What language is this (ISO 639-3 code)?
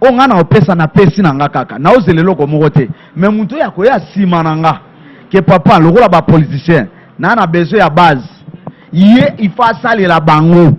lin